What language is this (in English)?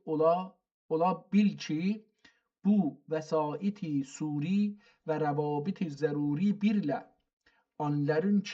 South Azerbaijani